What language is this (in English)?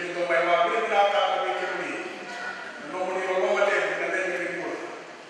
Fijian